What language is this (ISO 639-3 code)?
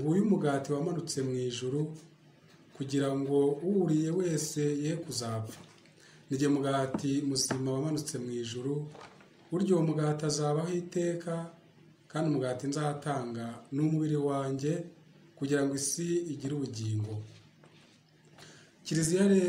kin